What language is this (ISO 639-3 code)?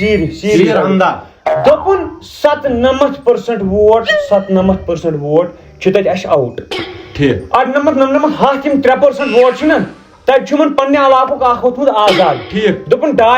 kas